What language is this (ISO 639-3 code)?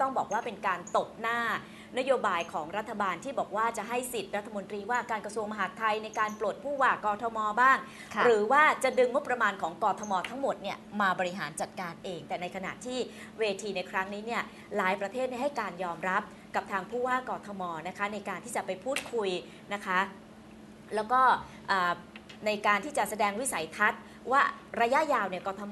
tha